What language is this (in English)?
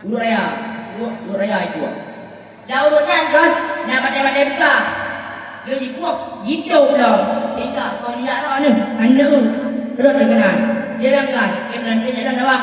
Achinese